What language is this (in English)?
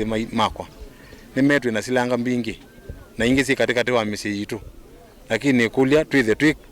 Kamba